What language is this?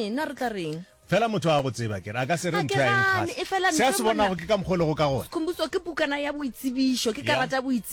Northern Sotho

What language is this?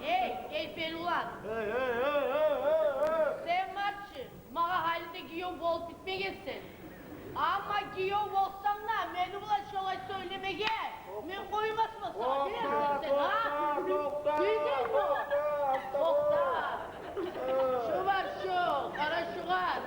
Kumyk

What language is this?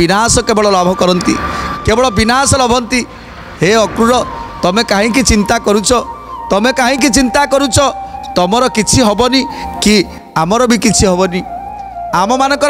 Odia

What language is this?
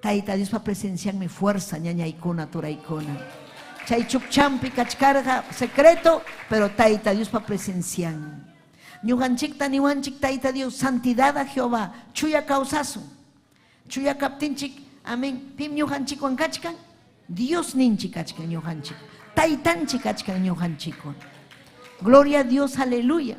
Ayacucho Quechua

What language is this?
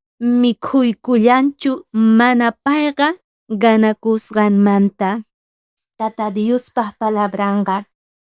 South Bolivian Quechua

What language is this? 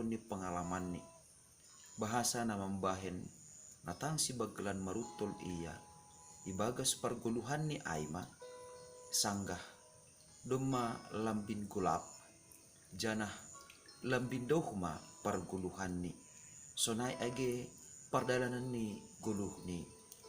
Batak Simalungun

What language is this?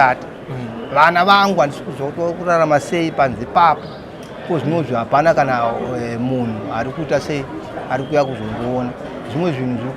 Shona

